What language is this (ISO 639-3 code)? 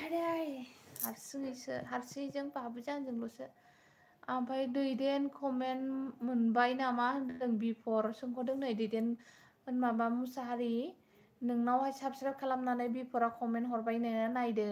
brx